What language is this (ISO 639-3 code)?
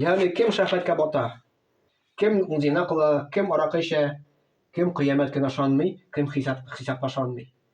tat